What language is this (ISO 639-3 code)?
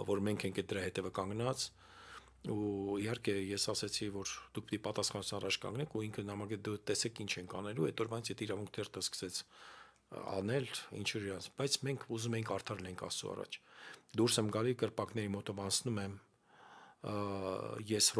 hye